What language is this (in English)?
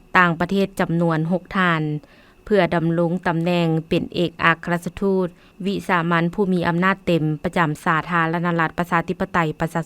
Lao